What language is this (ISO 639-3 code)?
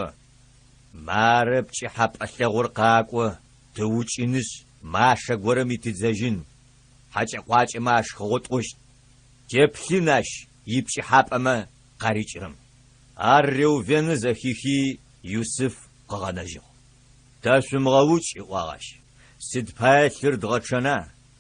ady